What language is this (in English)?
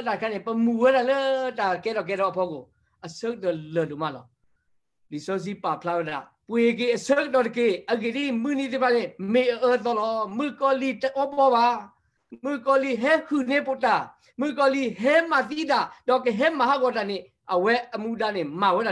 S'gaw Karen